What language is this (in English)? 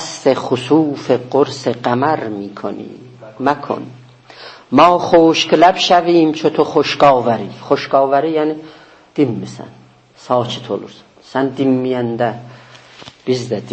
South Azerbaijani